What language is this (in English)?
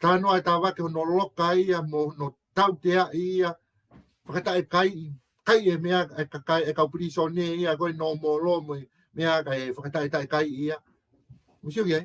Tongan